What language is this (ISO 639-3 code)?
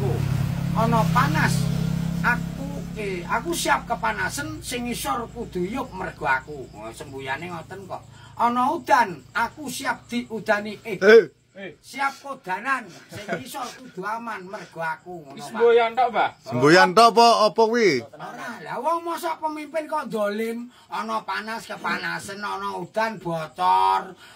jav